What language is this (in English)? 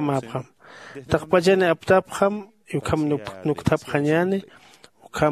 Aymara